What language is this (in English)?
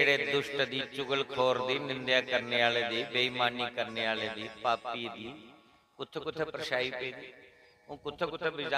Dogri